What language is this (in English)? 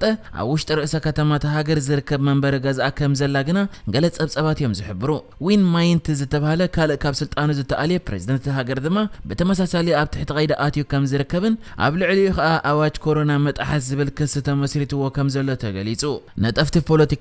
Tigrinya